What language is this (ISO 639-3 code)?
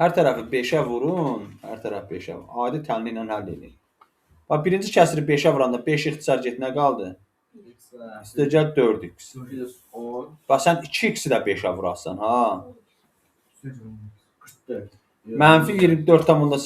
aze